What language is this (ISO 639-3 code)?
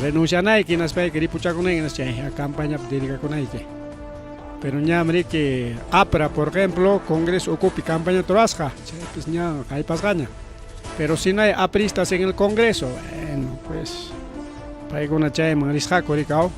quy